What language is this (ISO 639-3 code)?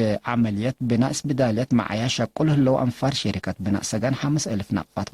tig